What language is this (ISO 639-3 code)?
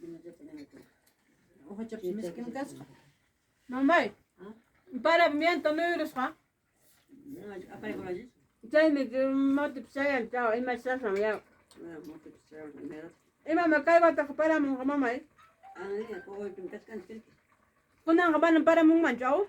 quy